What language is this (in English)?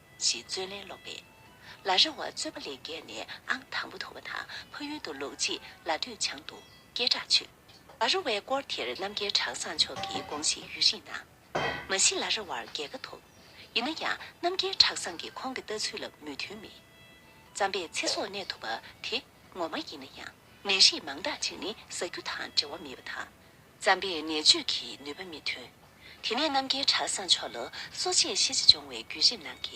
Tibetan